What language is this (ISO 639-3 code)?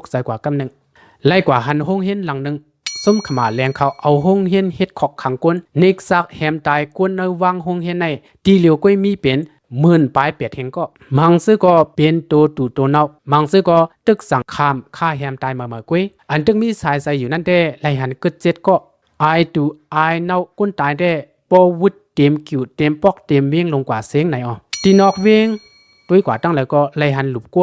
shn